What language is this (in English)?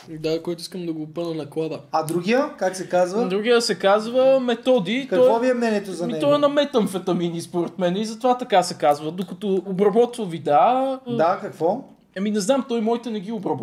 Bulgarian